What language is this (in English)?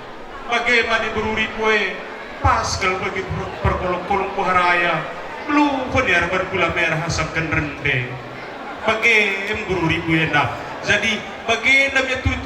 Batak Karo